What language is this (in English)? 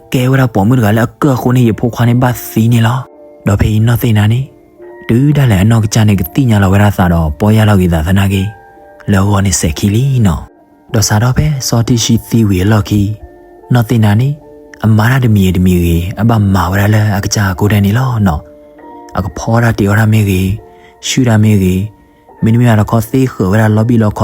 S'gaw Karen